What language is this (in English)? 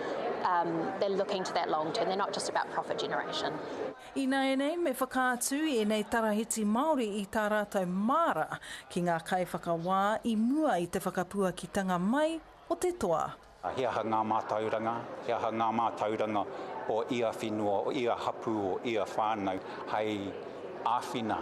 Māori